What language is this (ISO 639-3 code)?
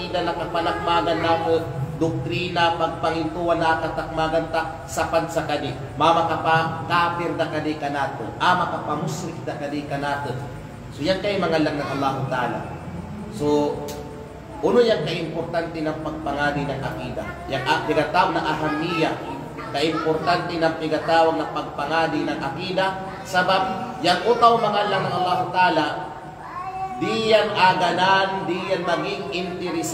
kqe